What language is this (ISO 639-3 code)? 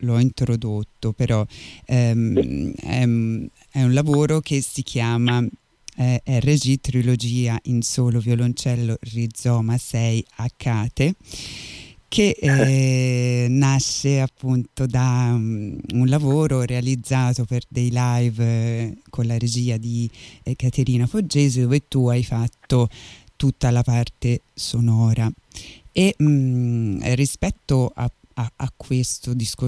ita